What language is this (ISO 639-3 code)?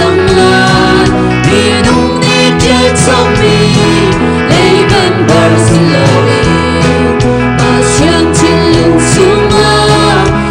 cnh